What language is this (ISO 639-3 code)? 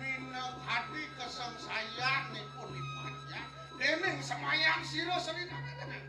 ban